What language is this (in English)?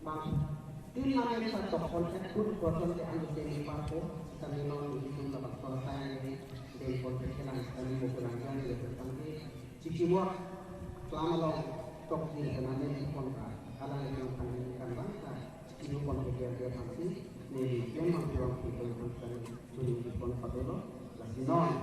Karbi